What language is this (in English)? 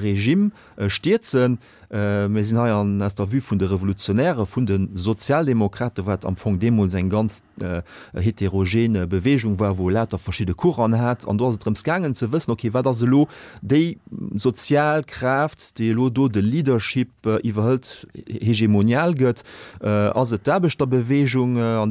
Luxembourgish